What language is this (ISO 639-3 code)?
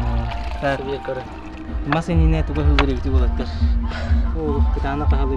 sah